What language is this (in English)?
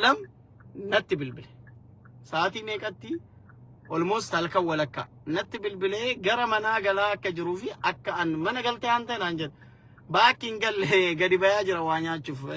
Oromo